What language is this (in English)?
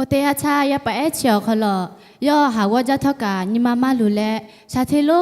Lahu